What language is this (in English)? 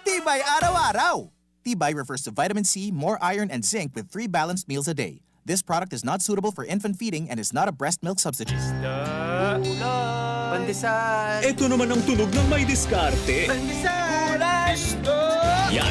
Bikol